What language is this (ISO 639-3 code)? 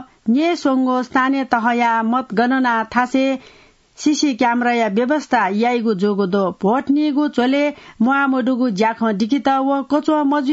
new